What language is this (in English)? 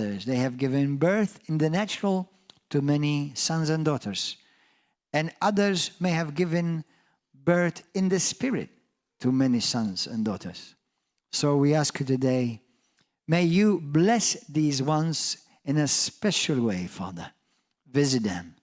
English